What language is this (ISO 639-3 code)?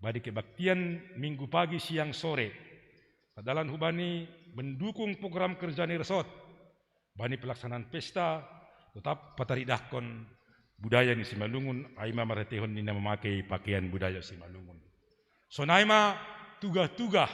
bts